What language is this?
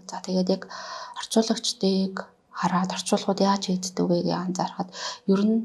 Mongolian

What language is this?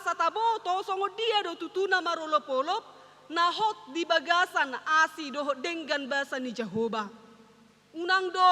Batak Toba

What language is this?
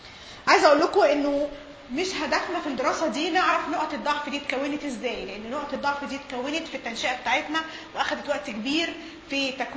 Egyptian Arabic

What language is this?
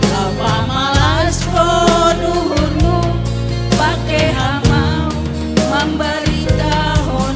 Batak Simalungun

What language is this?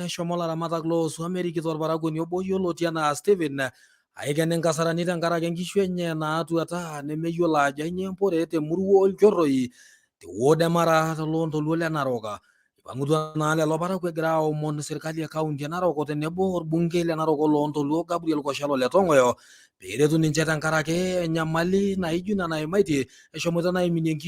Masai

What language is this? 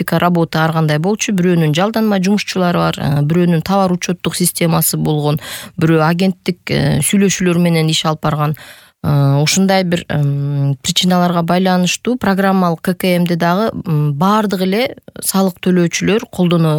Kyrgyz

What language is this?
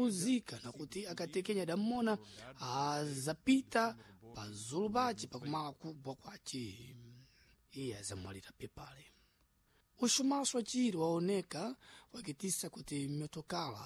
Sena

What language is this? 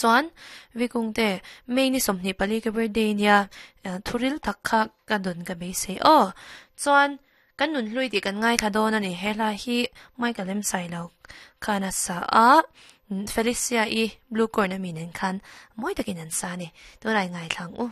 Mizo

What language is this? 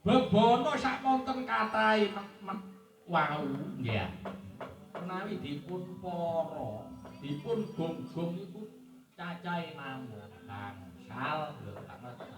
Javanese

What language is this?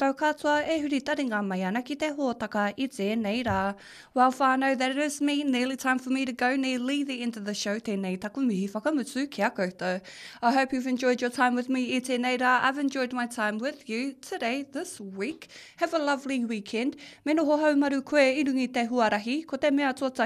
Māori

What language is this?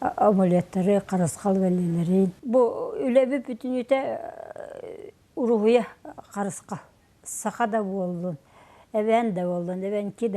Yakut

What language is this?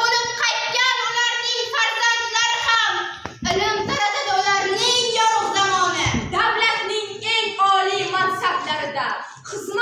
Uzbek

